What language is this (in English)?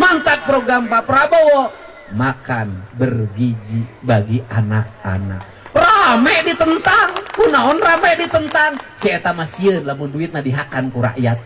Sundanese